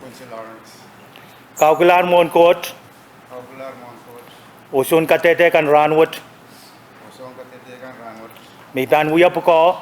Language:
Pohnpeian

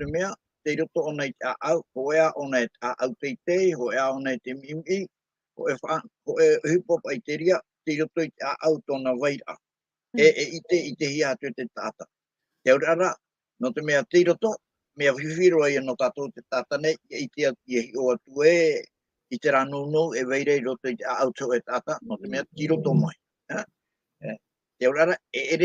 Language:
Tahitian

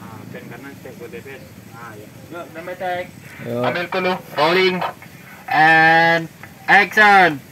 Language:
Minangkabau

